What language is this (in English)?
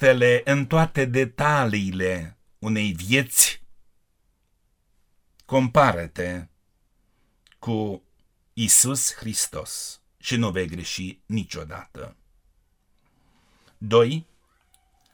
Romanian